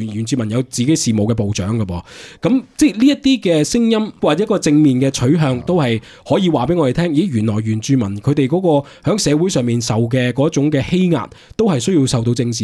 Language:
Cantonese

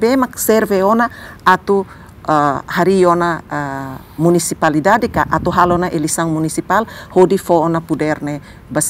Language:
Tetum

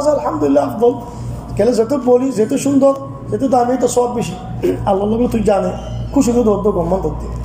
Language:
Rohingya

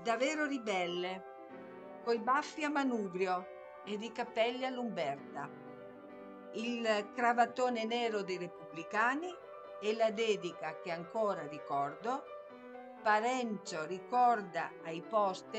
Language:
Italian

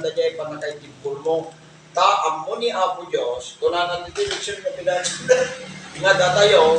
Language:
Iloko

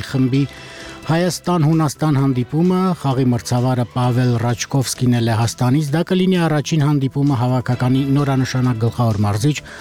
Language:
Armenian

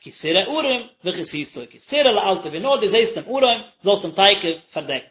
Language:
Yiddish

